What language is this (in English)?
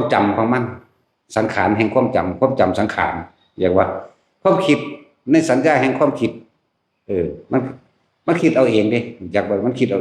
Northeastern Thai